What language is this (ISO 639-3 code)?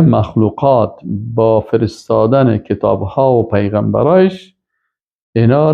fas